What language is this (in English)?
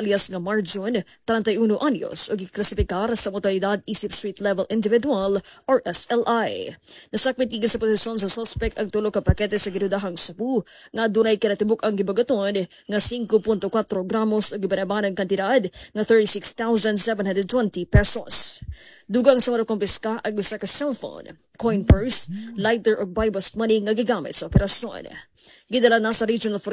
Cebuano